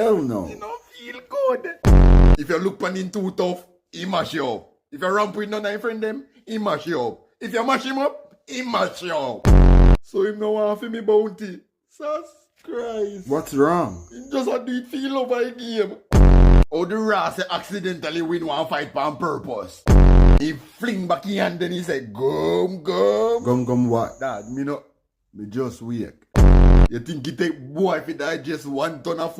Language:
Jamaican Creole English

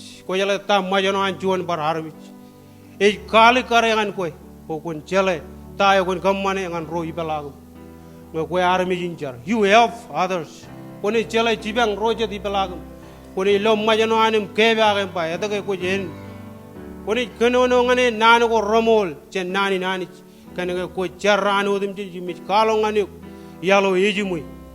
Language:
Marshallese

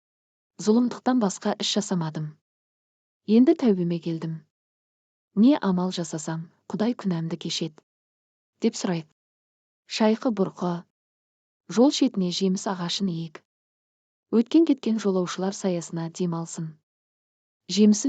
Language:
Kazakh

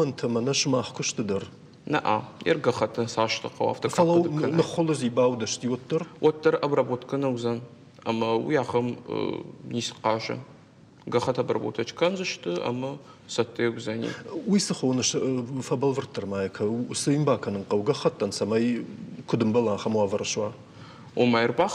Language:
Ossetic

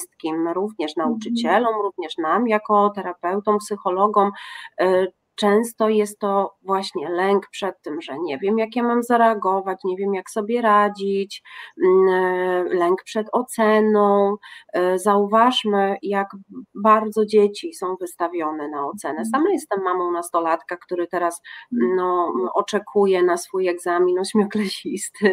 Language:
Polish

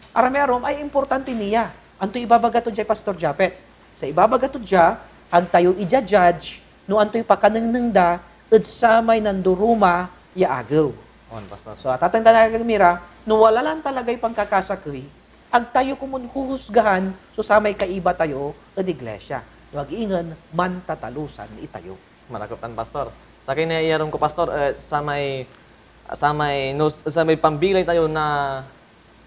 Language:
Pangasinan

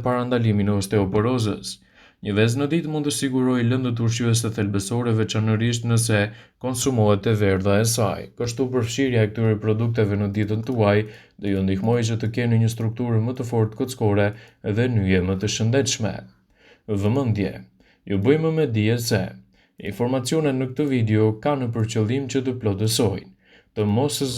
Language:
Albanian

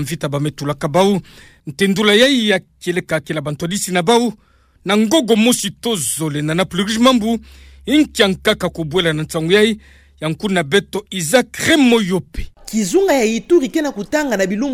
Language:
Kituba (Democratic Republic of Congo)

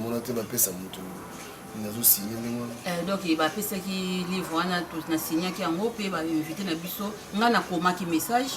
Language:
Lingala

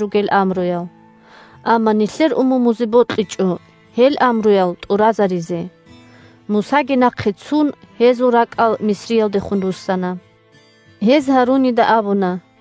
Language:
Avaric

